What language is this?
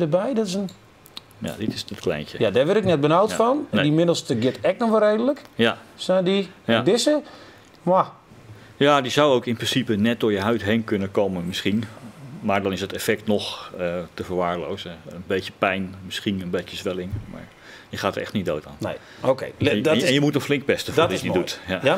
Western Frisian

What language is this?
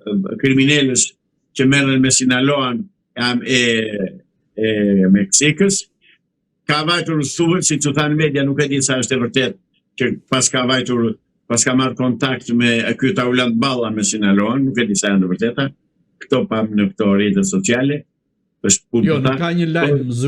Albanian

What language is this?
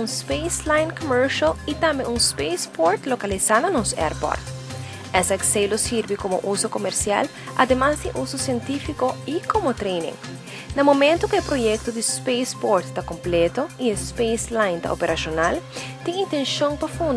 Papiamento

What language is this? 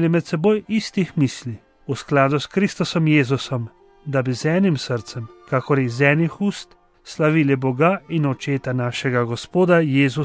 Slovenian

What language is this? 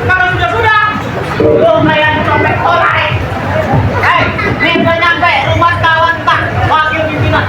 Betawi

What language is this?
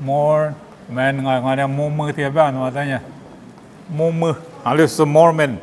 Lisu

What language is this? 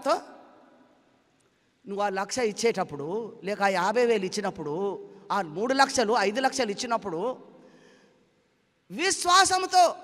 Telugu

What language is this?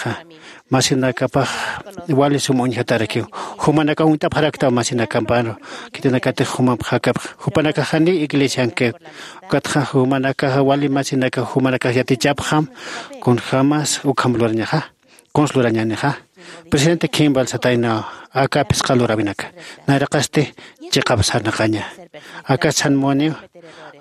Aymara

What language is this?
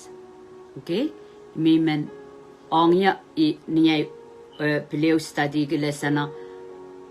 Pohnpeian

